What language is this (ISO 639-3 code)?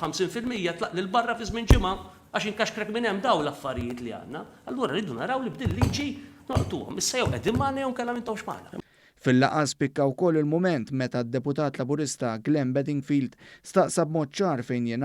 mlt